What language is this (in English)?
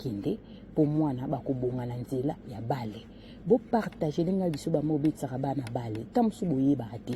Lingala